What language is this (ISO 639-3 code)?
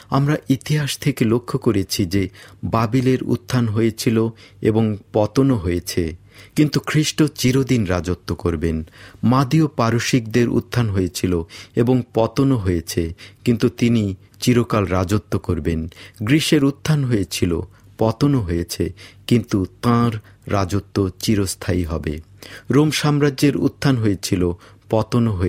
ben